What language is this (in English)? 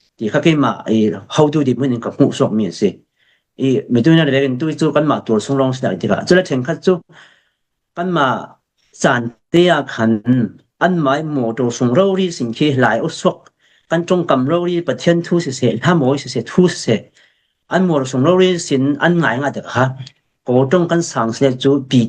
Falam Chin